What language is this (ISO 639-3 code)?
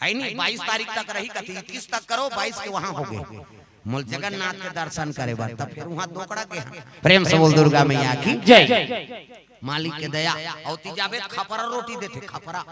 hne